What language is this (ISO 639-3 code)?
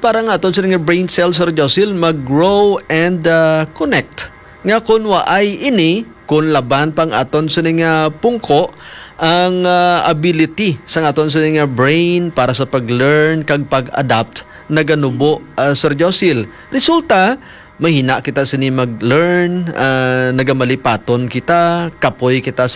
hil